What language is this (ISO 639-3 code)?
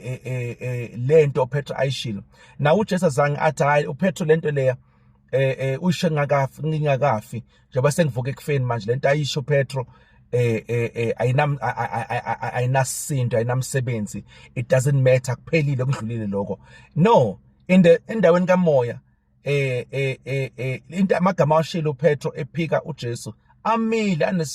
zul